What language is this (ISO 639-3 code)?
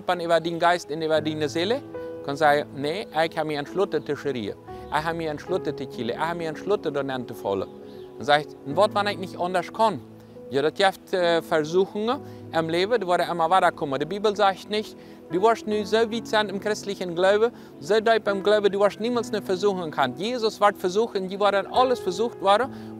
pdt